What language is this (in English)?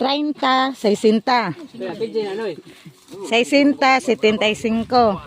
Cebuano